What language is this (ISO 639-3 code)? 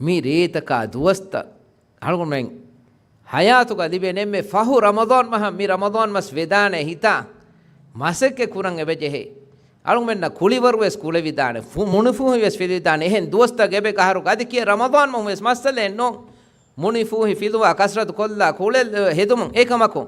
div